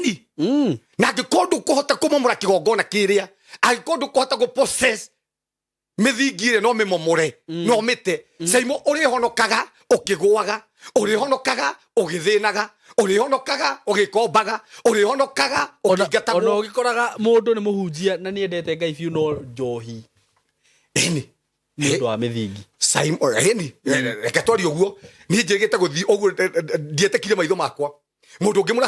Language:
Kikuyu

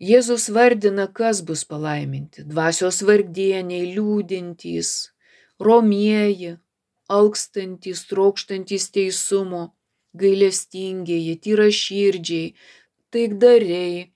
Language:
Lithuanian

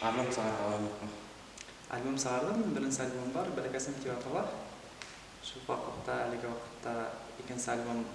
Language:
Bashkir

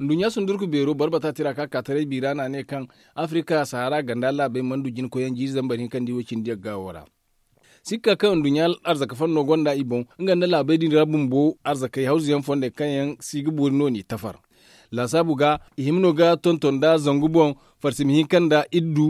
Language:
Zarma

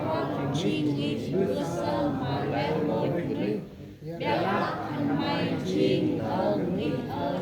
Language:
Central Mnong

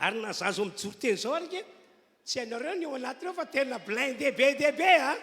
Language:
Malagasy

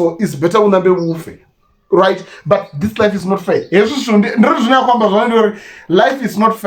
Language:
Venda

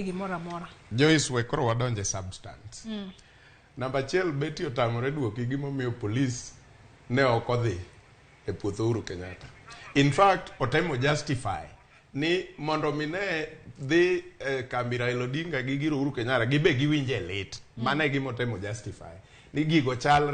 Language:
Luo (Kenya and Tanzania)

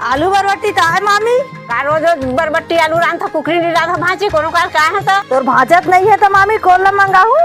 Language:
Chhattisgarhi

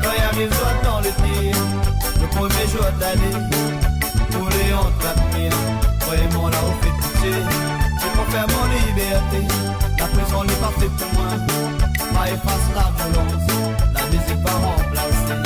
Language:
Morisyen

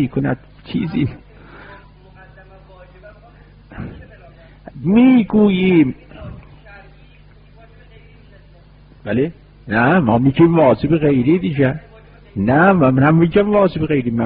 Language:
Persian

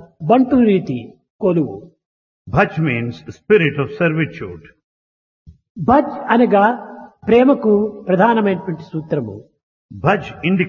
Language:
Telugu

